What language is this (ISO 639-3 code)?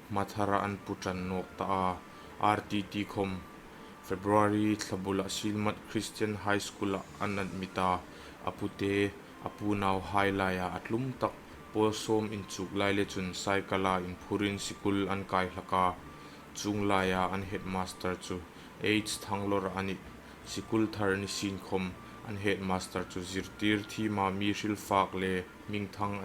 hmr